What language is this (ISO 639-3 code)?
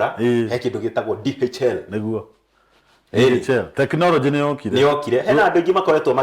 kik